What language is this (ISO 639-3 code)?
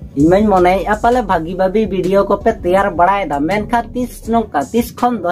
sat